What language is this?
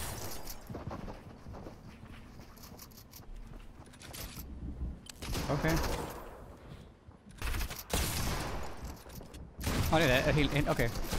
Danish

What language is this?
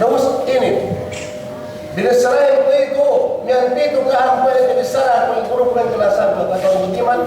Yakan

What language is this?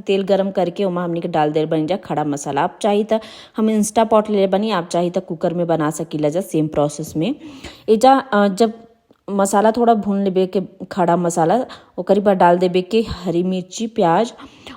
Bhojpuri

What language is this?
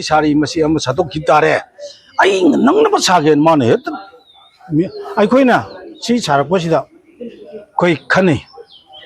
Manipuri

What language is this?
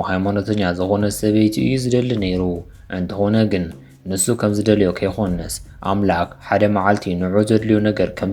Tigrinya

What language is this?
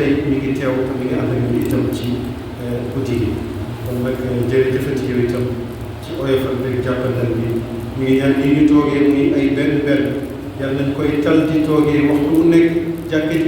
Wolof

